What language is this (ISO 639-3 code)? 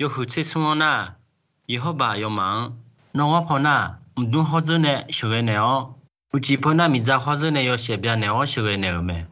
ahk